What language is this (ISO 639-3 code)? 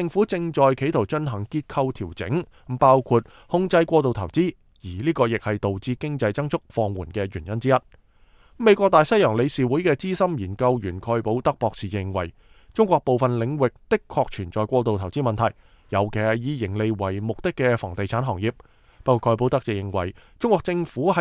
yue